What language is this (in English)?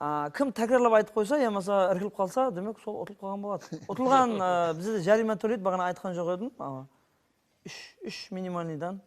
Kara-Kalpak